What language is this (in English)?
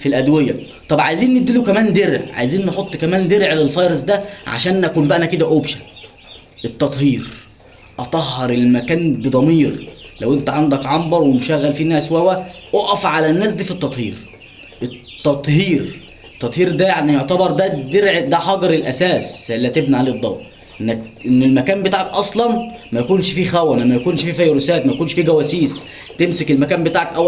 Egyptian Arabic